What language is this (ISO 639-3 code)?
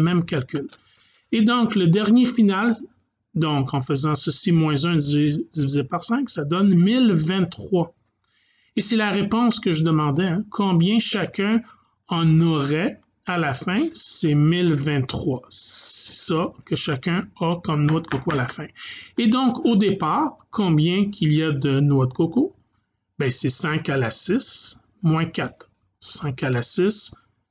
fra